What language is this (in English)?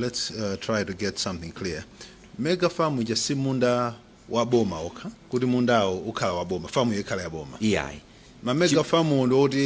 Nyanja